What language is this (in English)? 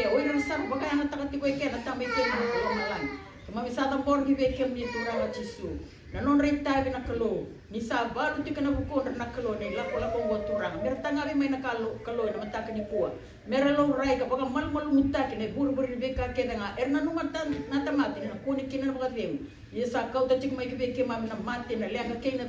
Fijian